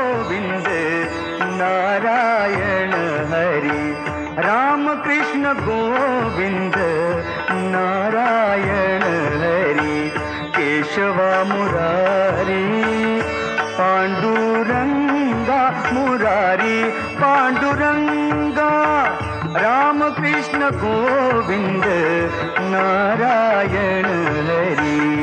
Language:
Marathi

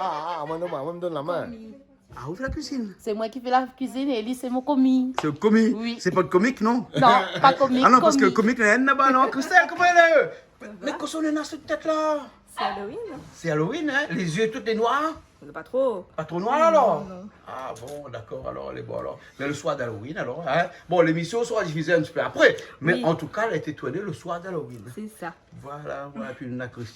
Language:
Réunion Creole French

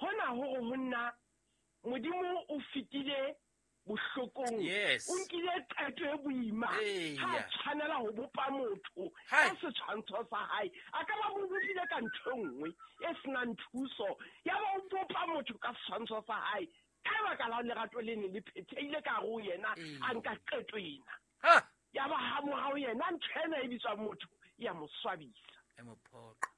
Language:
Southern Sotho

